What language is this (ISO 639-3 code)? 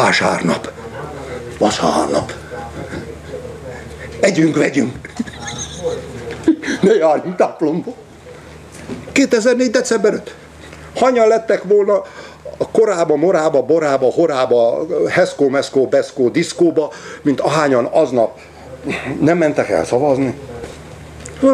hun